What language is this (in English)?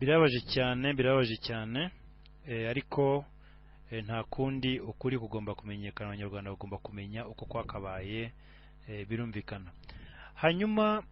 Kinyarwanda